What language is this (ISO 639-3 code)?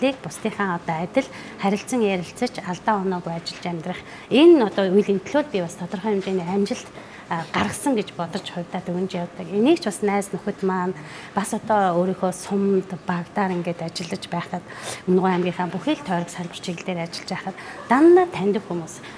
mon